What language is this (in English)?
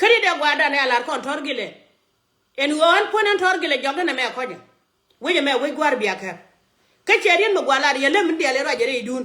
Nuer